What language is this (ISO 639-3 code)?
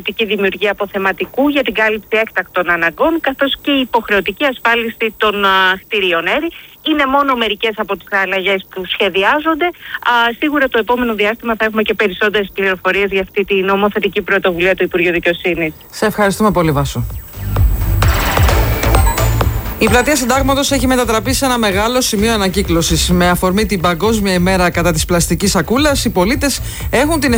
ell